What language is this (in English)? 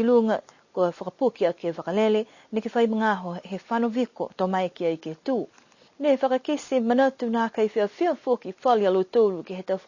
Niuean